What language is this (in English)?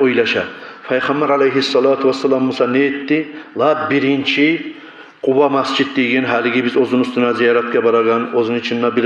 Kumyk